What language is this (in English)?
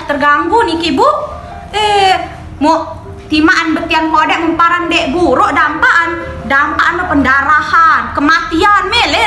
Sasak